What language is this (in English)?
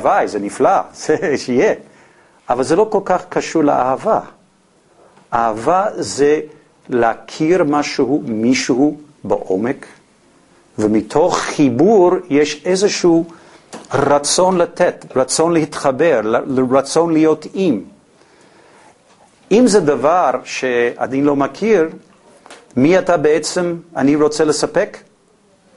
Hebrew